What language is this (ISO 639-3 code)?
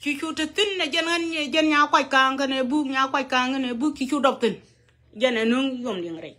nus